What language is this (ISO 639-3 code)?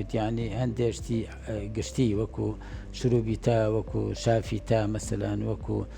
ckb